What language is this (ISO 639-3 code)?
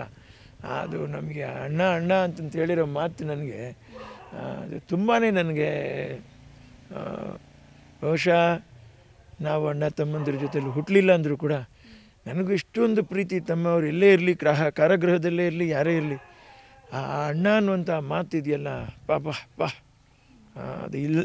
kan